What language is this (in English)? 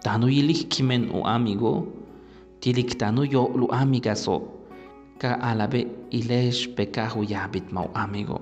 Yucateco